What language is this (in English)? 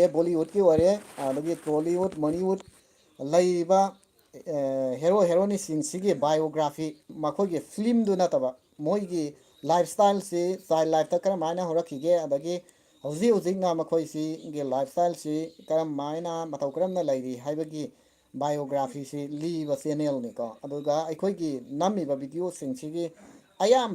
Manipuri